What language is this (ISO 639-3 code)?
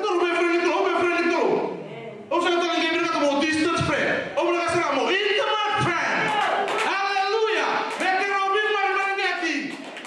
fij